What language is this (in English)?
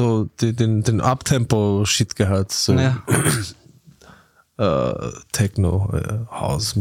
German